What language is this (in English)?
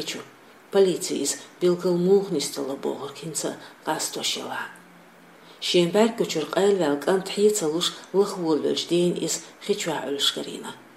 Chechen